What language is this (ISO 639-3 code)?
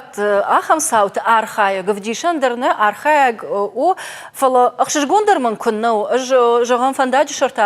oss